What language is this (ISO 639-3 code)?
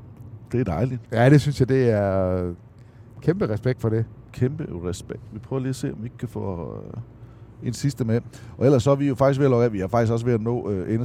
dan